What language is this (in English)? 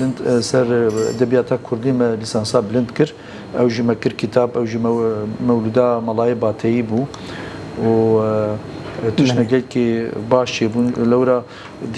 Kurdish